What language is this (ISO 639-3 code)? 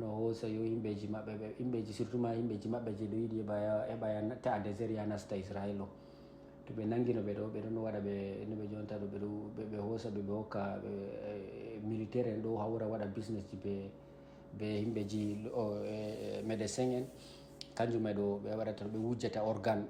ful